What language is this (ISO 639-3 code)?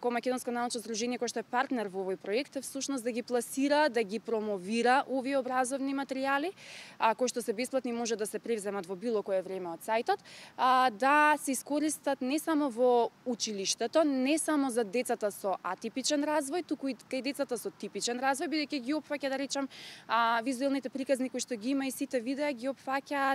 mkd